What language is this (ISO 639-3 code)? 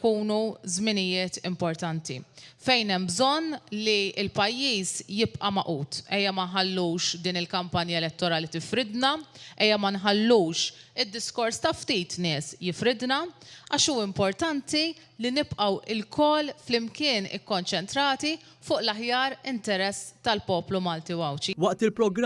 mlt